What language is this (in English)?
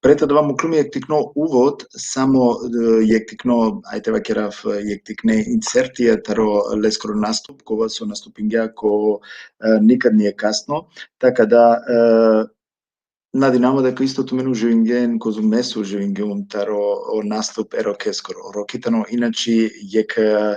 Balkan Romani